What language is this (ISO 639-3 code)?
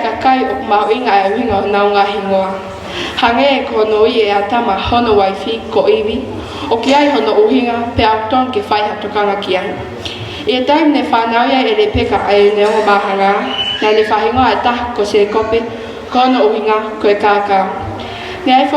ton